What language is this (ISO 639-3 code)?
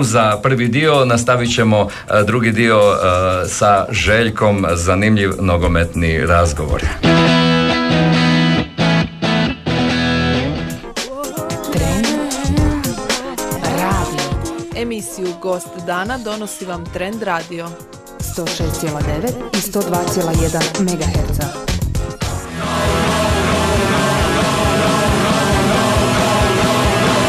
hrv